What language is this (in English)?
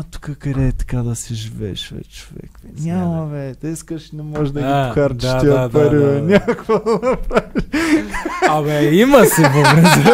Bulgarian